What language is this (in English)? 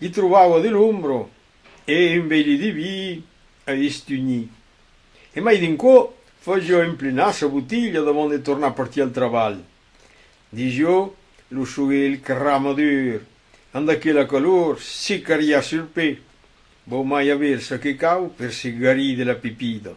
Occitan